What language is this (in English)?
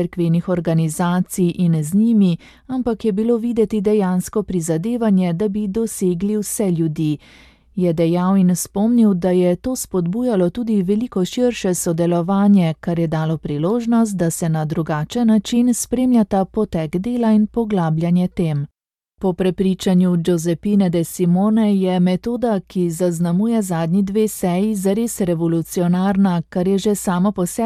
Slovenian